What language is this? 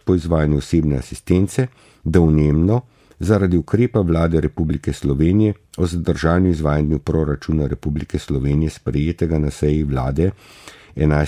Slovenian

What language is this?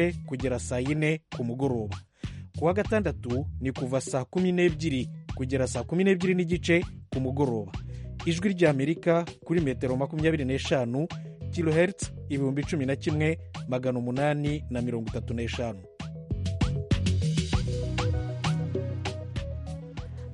Kinyarwanda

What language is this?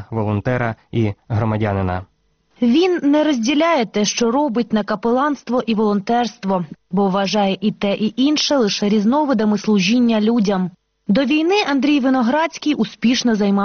Ukrainian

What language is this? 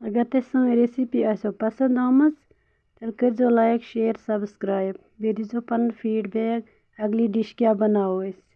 Kashmiri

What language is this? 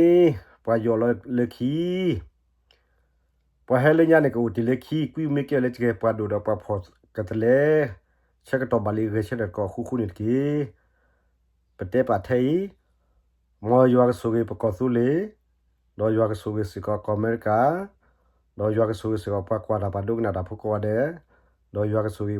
S'gaw Karen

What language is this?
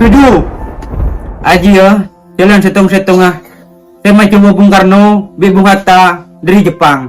Madurese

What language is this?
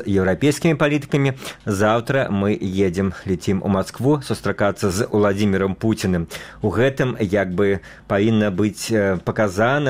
Belarusian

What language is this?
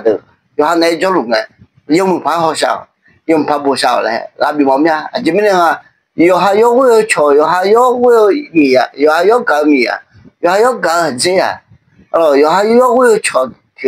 Akha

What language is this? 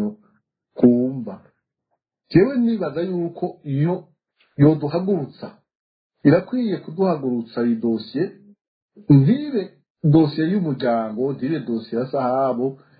Rundi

